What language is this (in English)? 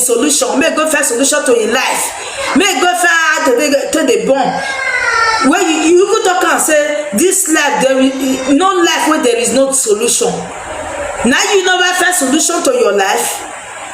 Nigerian Pidgin